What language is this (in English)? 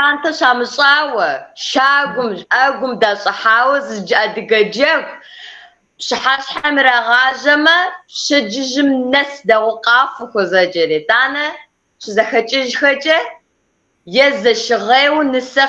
Kabardian